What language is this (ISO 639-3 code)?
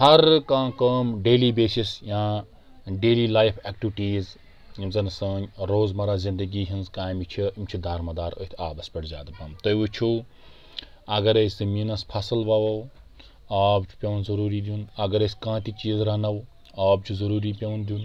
kas